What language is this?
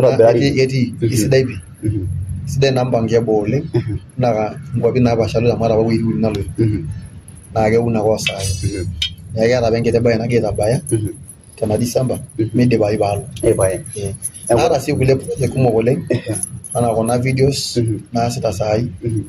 Masai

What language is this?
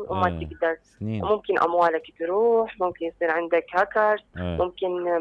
Mesopotamian Arabic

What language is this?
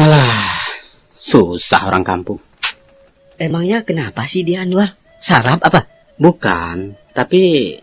Minangkabau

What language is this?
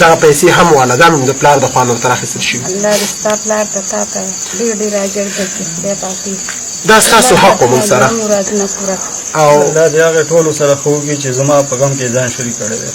Pashto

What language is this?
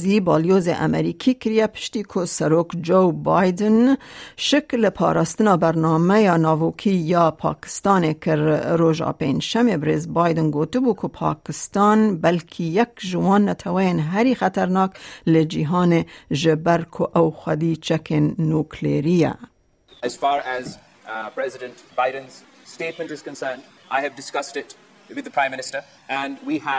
Kurdish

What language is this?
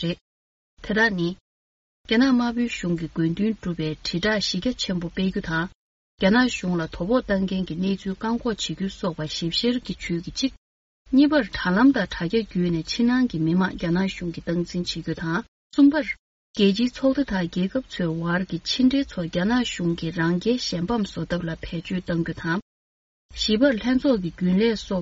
Tibetan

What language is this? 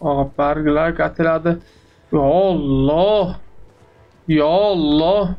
South Azerbaijani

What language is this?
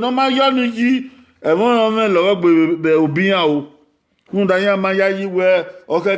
Bini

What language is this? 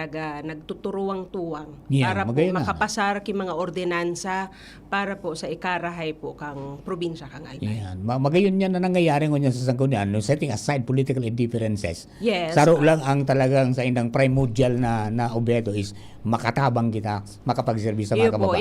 Bikol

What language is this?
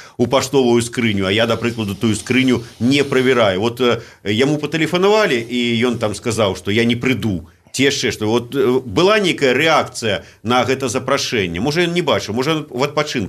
Belarusian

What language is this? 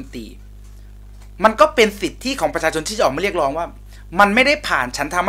Thai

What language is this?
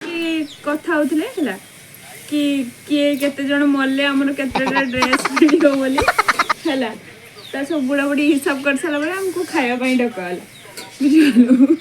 Odia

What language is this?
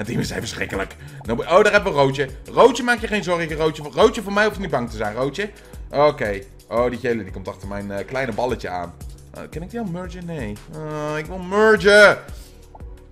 Dutch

